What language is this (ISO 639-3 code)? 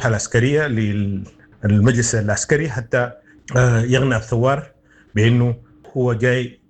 apd